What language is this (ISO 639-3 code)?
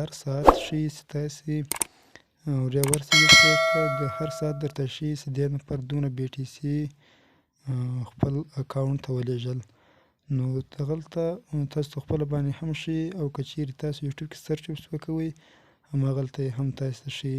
pus